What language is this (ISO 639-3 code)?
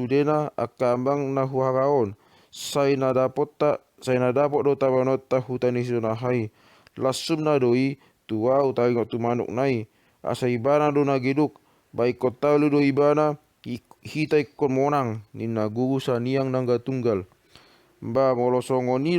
bbc